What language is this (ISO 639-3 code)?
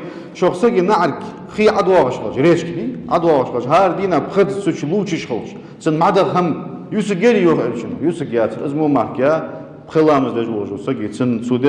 inh